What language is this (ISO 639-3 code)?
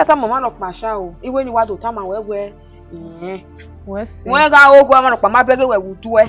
bin